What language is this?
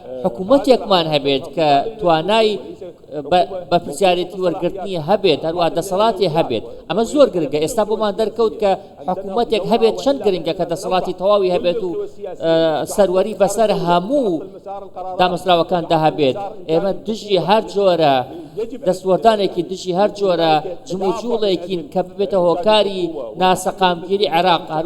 Central Kurdish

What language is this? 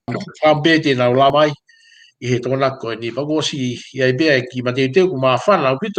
Tongan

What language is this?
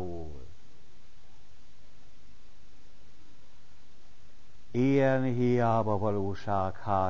Hungarian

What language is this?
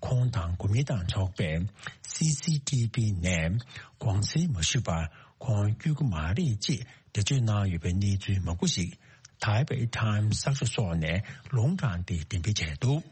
Tibetan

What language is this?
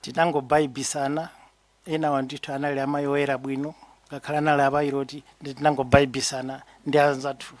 Nyanja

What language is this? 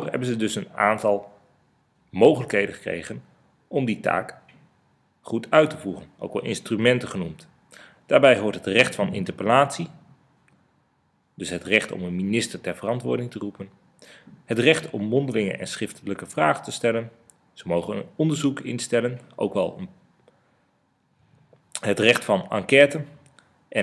Dutch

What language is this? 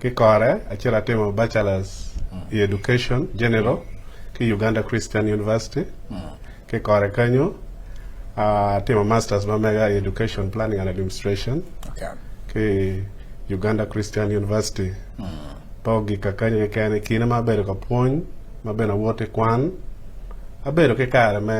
Acoli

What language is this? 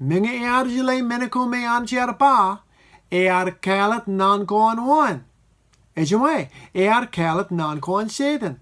Marshallese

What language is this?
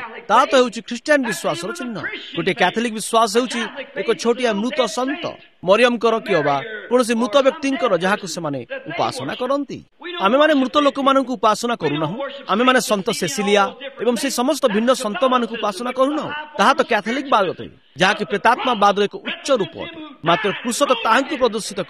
Odia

